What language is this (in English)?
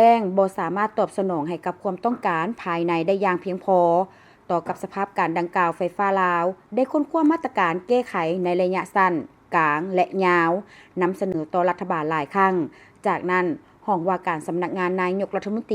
Lao